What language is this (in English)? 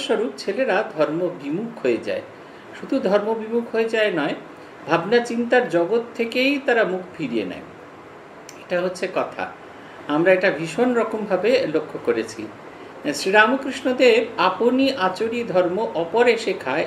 Bangla